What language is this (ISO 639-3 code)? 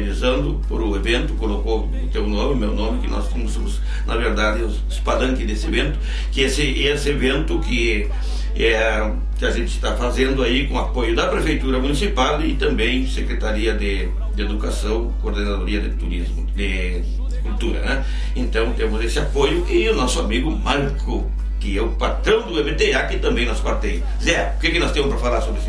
por